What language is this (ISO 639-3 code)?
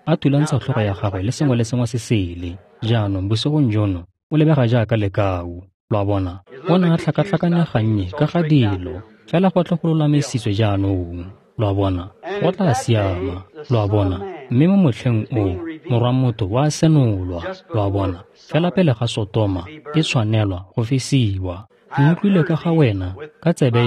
tsn